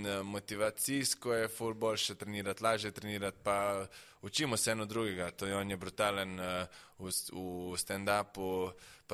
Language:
Slovenian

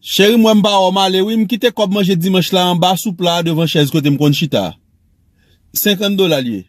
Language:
Haitian Creole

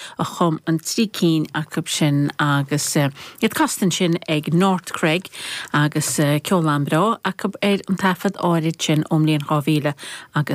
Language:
Irish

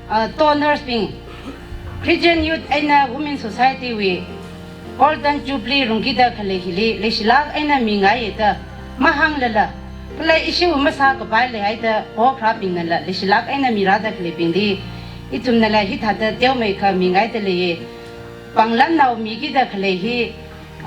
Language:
Tangkhul Naga (India)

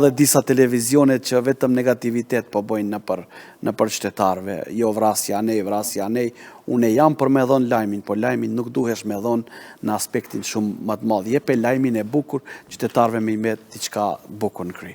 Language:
Albanian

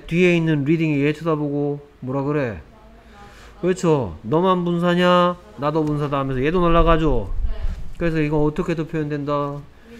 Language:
Korean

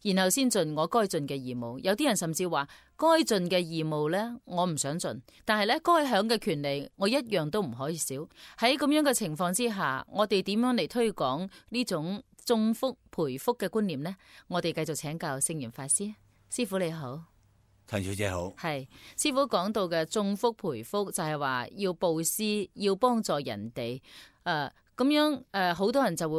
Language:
Cantonese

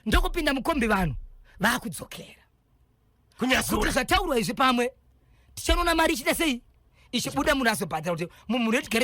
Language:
Shona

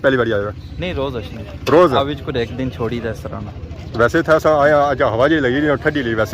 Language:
Pahari-Potwari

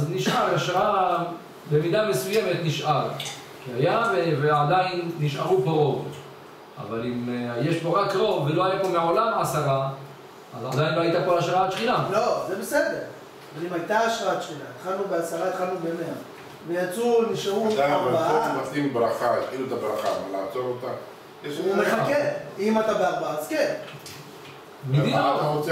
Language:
Hebrew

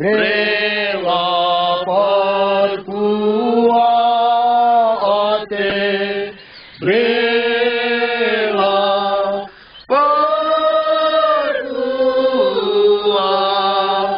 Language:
Batak Karo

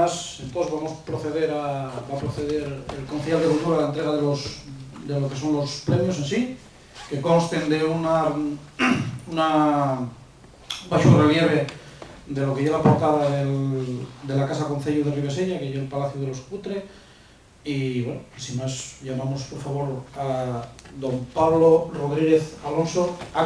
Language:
Asturian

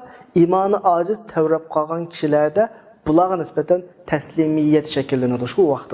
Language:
Uyghur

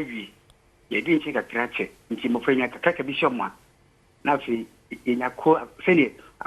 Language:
Akan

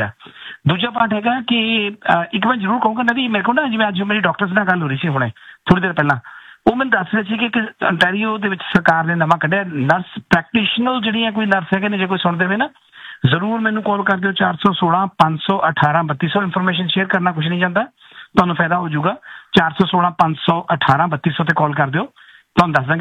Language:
Punjabi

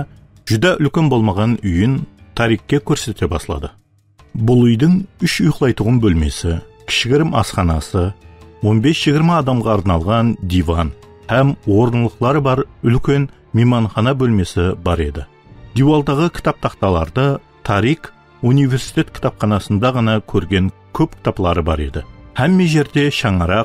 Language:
Kara-Kalpak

